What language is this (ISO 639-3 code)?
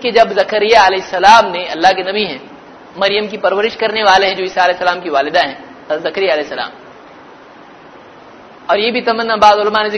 urd